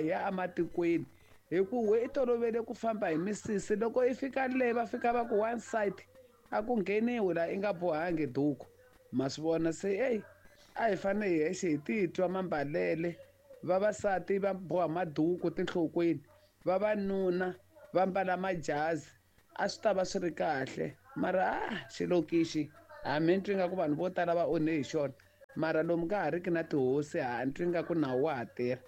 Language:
Tsonga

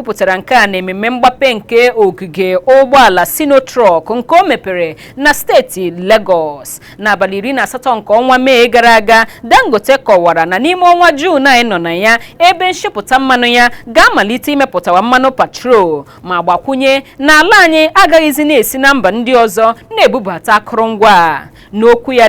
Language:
Igbo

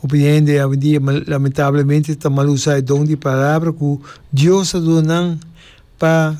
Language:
Papiamento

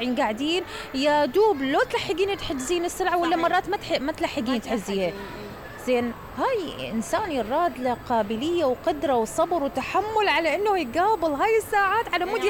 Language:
Mesopotamian Arabic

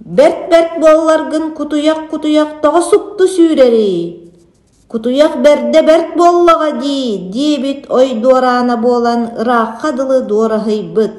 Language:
Yakut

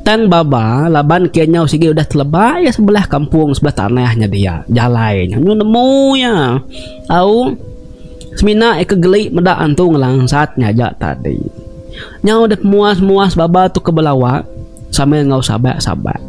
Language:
Iban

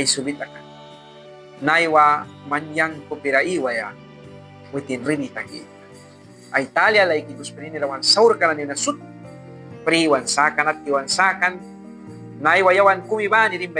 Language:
Mískito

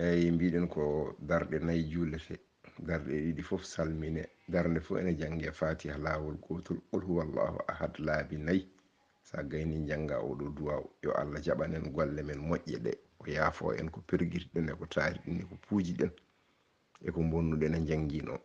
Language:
Fula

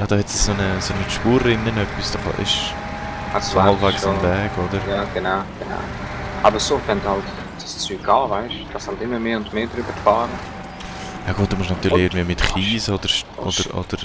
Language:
Swiss German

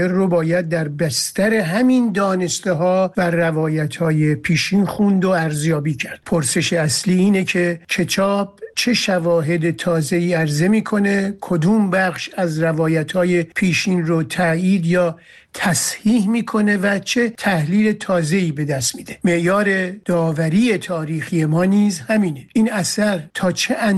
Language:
Persian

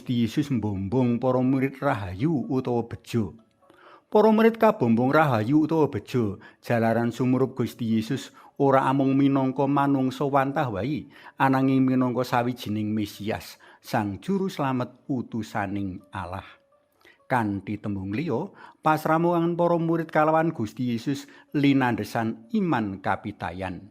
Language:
Javanese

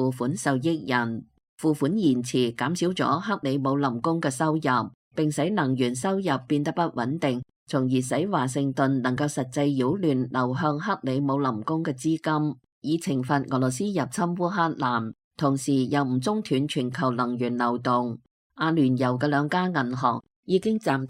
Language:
Cantonese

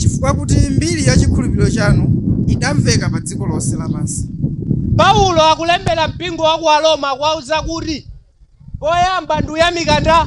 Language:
Nyanja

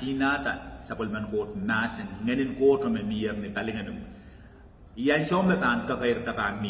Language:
Pohnpeian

